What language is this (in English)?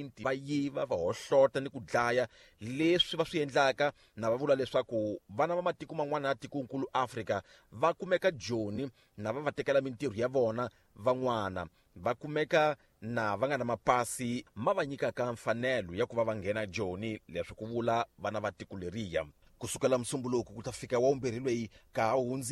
Tsonga